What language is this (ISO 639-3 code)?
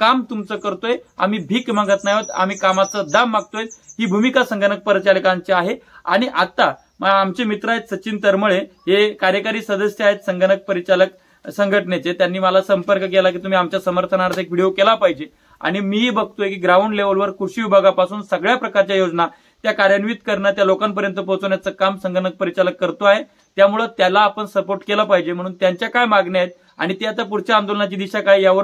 mar